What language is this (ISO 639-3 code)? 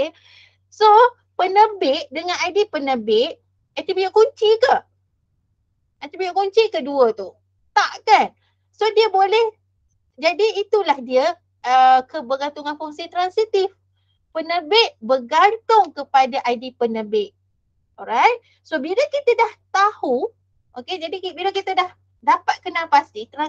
msa